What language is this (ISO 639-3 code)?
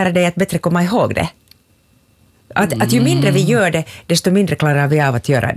swe